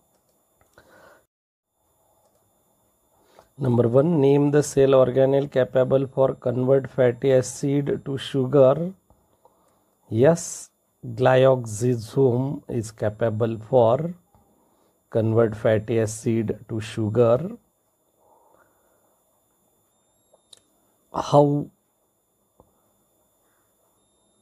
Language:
English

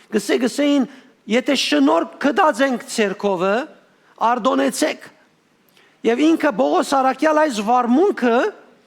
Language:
Western Armenian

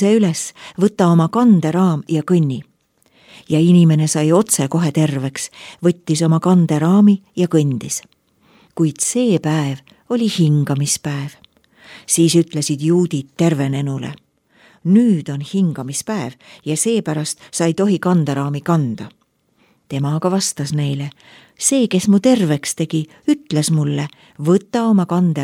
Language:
Estonian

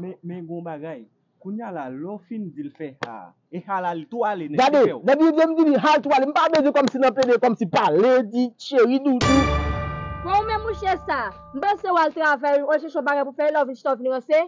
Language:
Haitian Creole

